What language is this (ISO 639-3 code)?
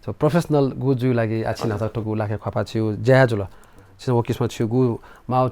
new